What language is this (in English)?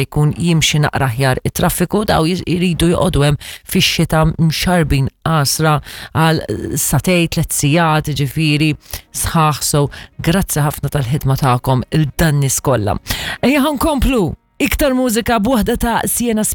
Maltese